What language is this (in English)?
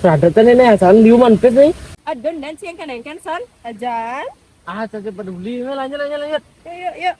Balinese